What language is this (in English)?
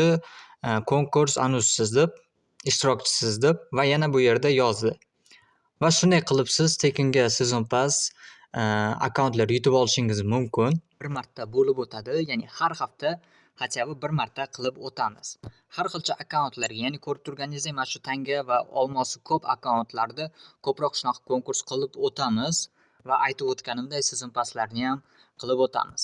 Uzbek